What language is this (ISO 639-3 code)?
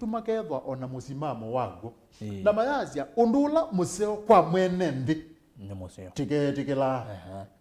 kam